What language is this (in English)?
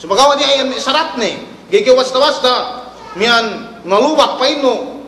Yakan